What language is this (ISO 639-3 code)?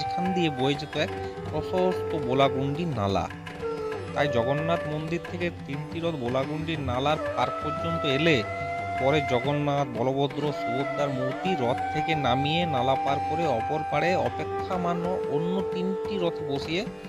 ben